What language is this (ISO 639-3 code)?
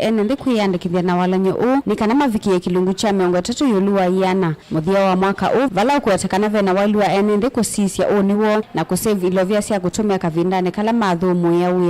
kam